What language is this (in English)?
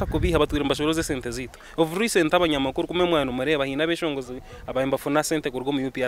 Nyankole